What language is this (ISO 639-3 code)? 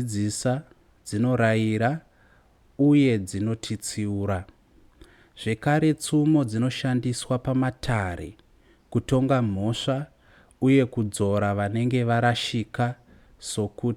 sna